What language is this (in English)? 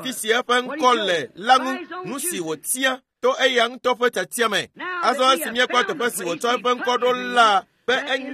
Ewe